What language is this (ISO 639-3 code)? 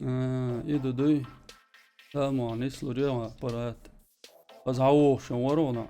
che